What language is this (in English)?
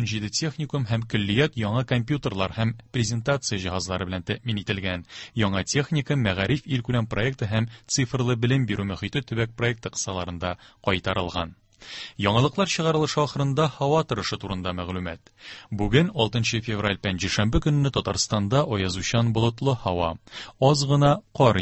Tatar